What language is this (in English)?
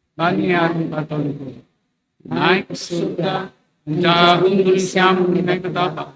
Batak Simalungun